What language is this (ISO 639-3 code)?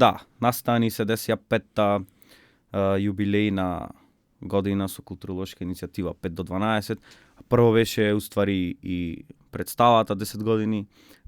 mkd